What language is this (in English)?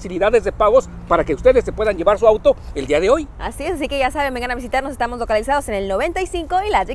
Spanish